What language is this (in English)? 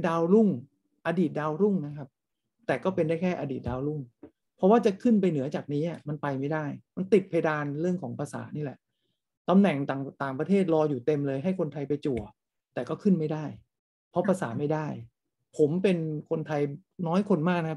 Thai